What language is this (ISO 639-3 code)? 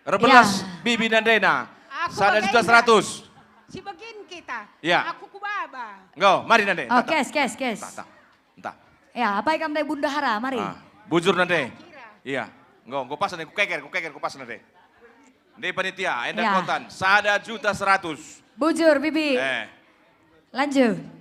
btx